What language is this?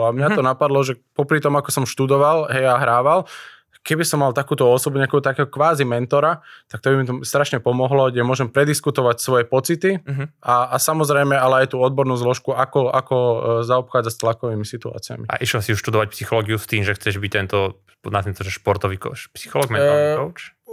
Slovak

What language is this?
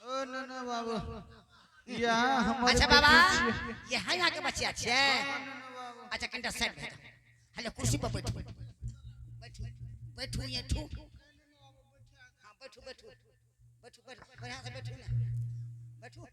Angika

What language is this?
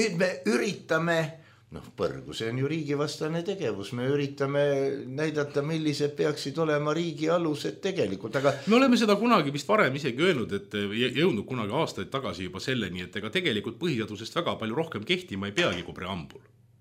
Estonian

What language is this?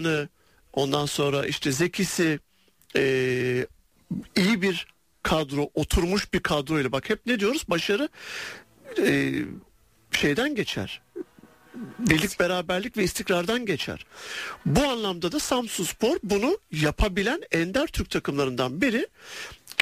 Turkish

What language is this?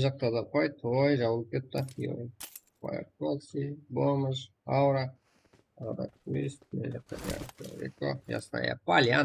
Kara-Kalpak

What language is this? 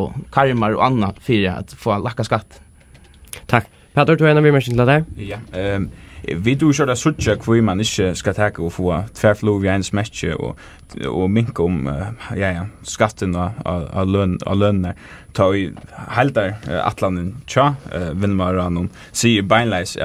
Faroese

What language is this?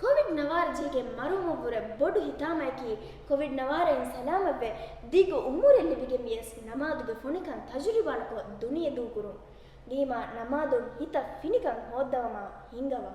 Divehi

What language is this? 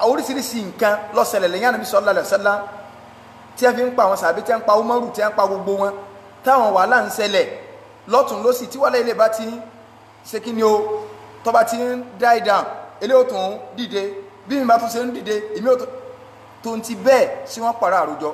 Yoruba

